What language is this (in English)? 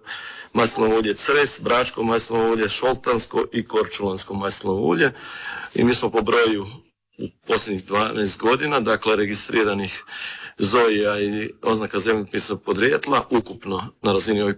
Croatian